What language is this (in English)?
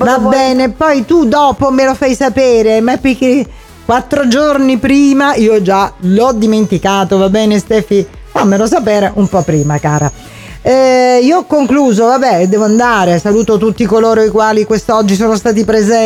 Italian